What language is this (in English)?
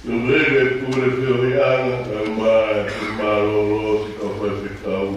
Tongan